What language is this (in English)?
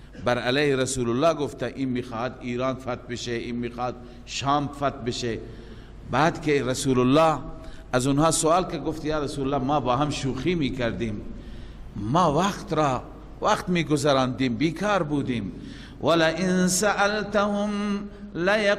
Persian